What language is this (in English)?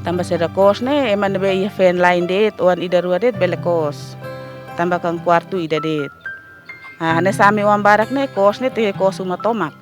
Tetum